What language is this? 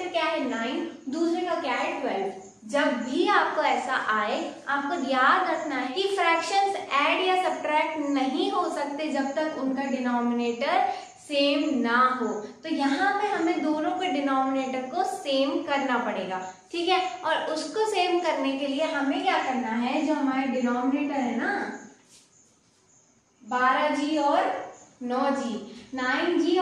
Hindi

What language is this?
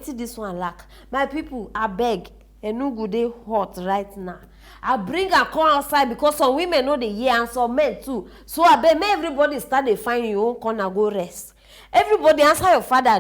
Nigerian Pidgin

